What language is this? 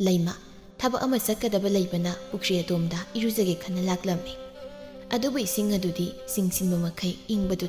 Manipuri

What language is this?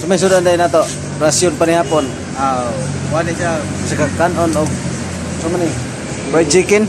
Cebuano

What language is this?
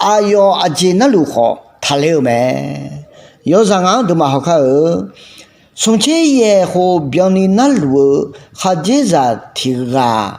Akha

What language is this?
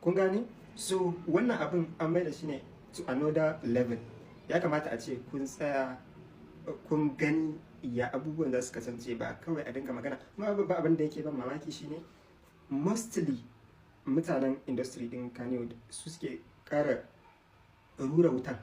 Hausa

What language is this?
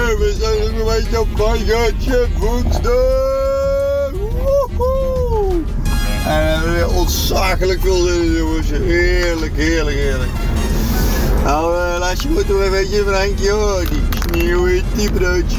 Dutch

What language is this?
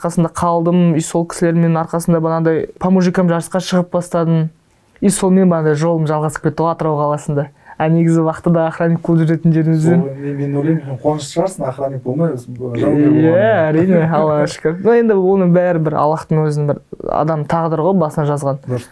Kazakh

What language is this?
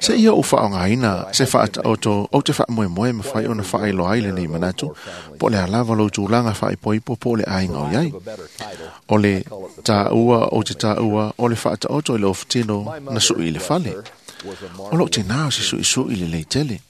Samoan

